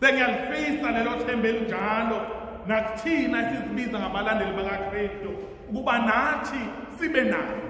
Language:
Zulu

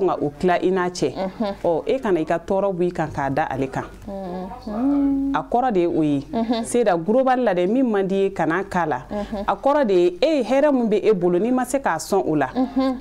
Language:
Bambara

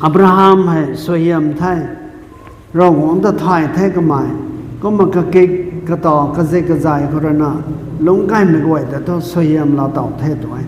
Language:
Rongmei Naga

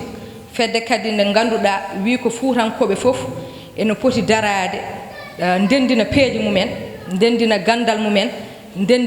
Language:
Fula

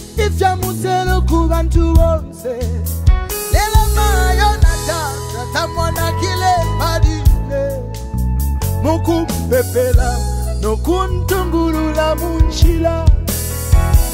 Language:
Bemba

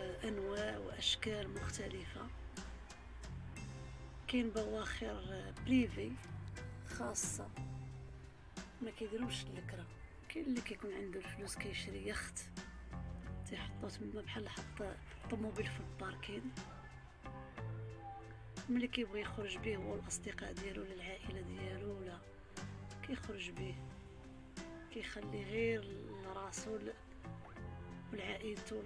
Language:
Moroccan Arabic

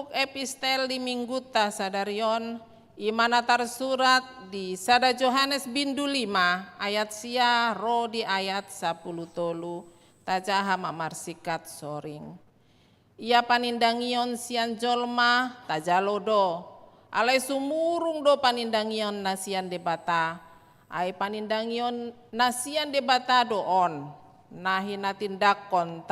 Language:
Batak Toba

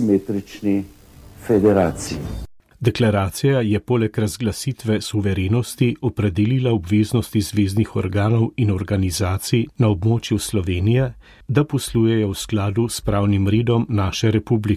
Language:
Slovenian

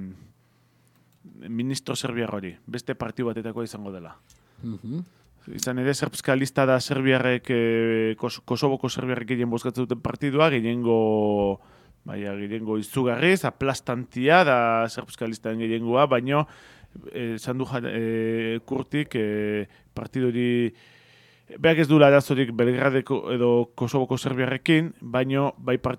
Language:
Basque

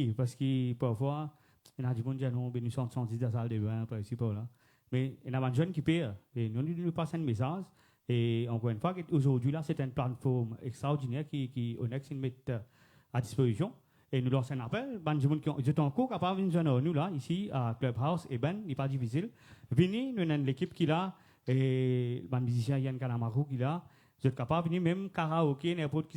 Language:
Morisyen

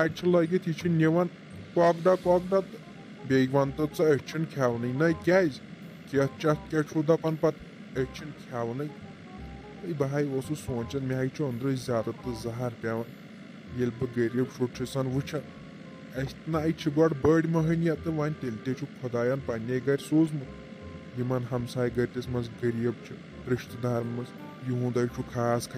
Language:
Kashmiri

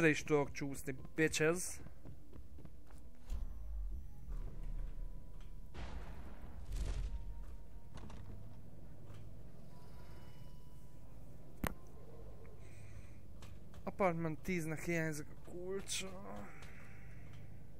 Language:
Hungarian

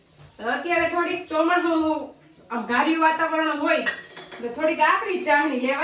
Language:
Gujarati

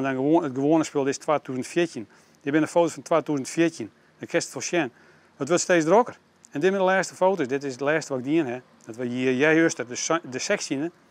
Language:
Western Frisian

